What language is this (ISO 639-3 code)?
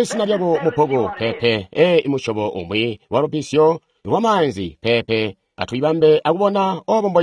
toi